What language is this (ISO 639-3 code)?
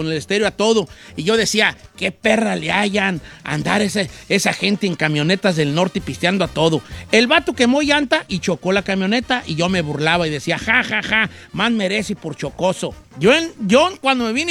spa